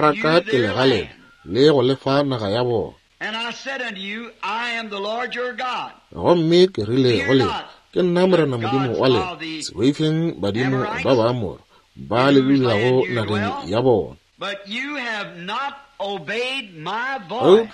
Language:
Northern Sotho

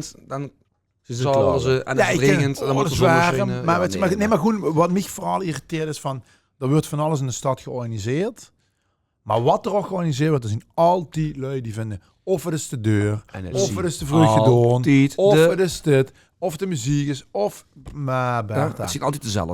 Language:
Limburgish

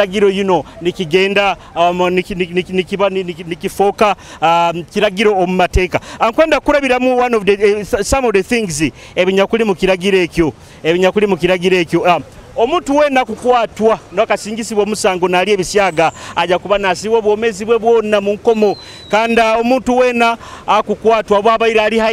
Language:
Nyoro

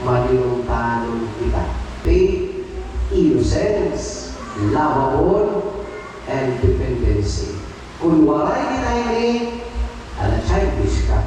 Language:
Waray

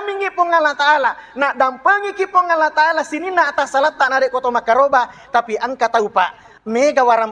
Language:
Buginese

